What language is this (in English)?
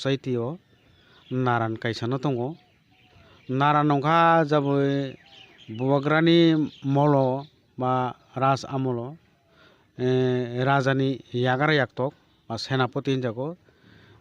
Kok Borok